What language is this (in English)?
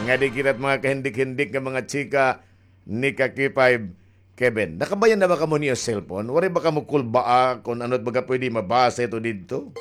Waray